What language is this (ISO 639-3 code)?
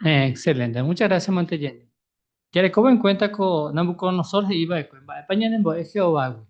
grn